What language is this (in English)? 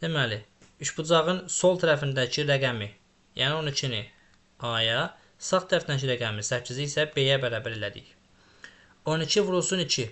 Azerbaijani